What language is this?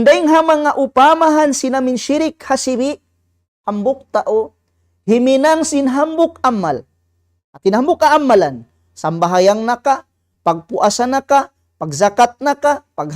Tausug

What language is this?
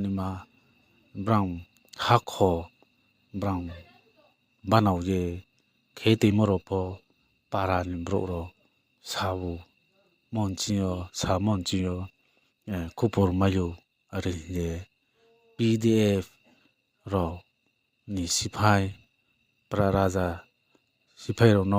Riang (India)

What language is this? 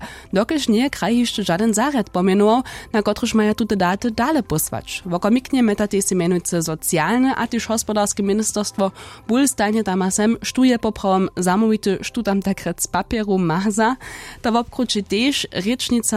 Upper Sorbian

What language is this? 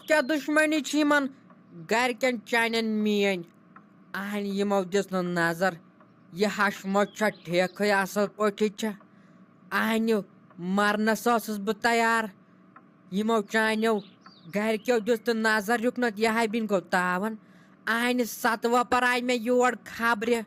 Kashmiri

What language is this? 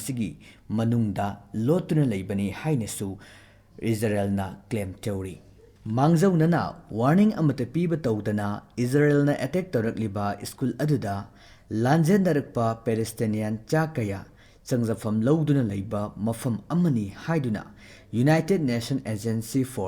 Manipuri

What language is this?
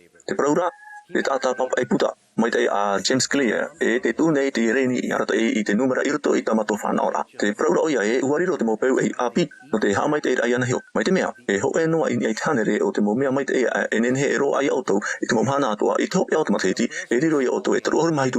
Tahitian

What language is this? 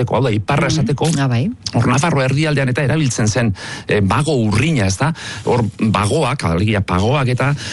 Basque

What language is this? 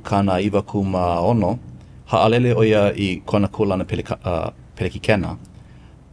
Hawaiian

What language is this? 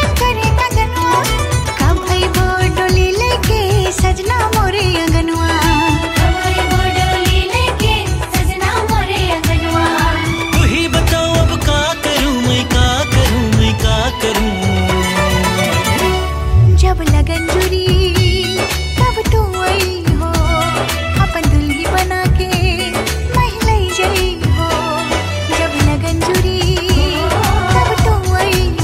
Bhojpuri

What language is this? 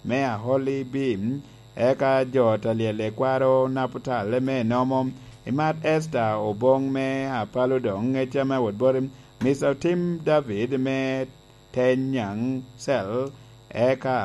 Lango (Uganda)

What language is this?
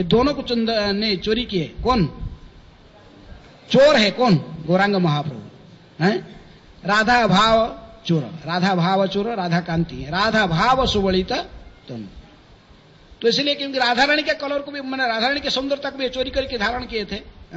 Hindi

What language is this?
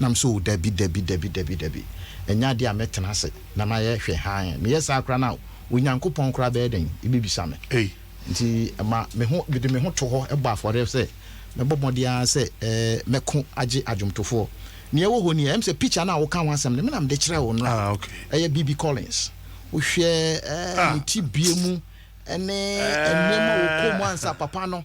Akan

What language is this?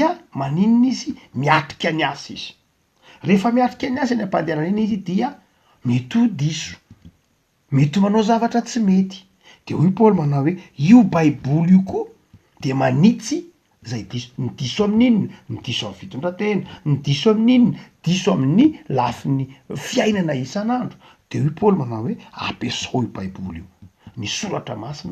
Malagasy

